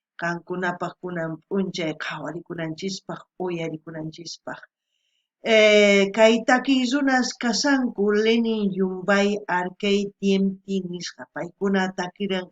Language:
South Bolivian Quechua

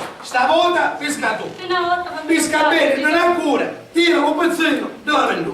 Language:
Sicilian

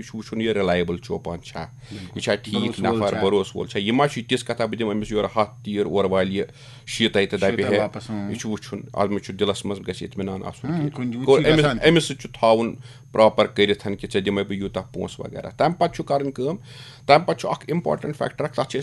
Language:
Kashmiri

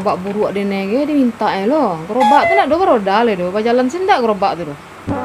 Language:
Minangkabau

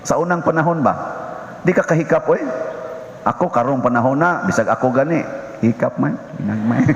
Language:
Cebuano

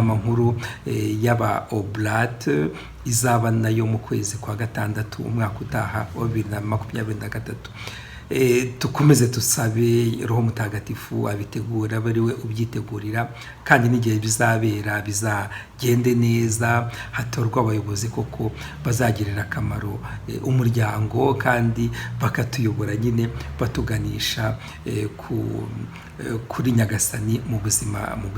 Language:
Kinyarwanda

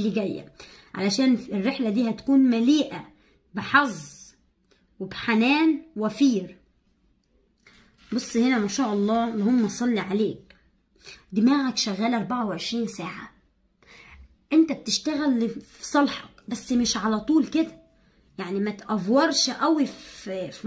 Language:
Egyptian Arabic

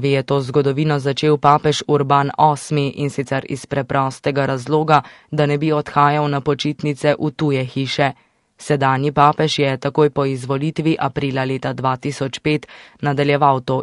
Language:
Slovenian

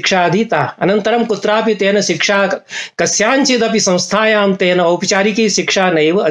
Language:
Sanskrit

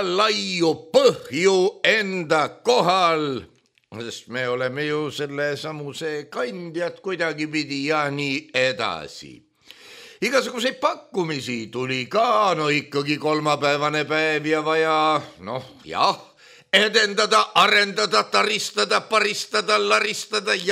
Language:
Estonian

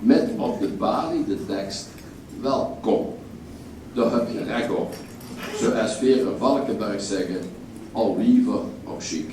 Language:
Limburgish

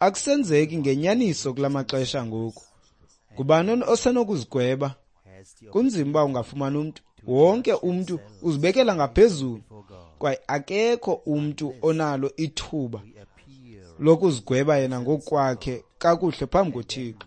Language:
Xhosa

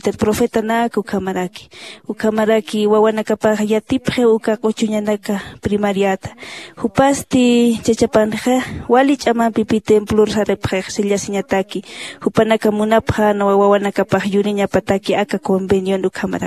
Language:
Aymara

